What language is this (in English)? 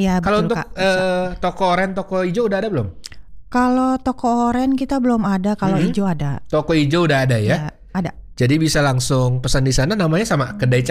Indonesian